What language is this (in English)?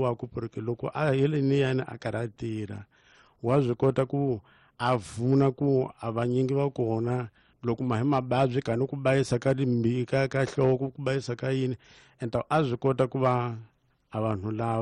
Tsonga